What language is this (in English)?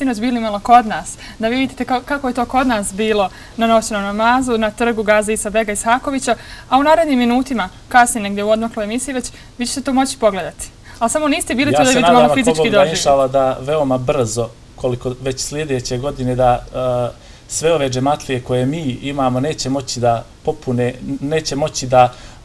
Bosnian